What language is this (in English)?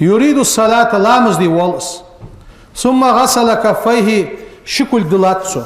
Ingush